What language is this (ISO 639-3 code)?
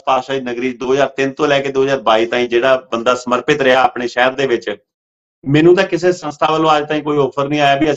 pan